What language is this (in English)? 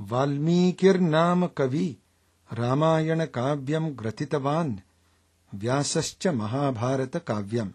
Sanskrit